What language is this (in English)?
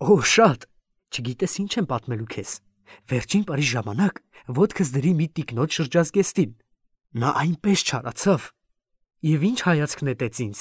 Armenian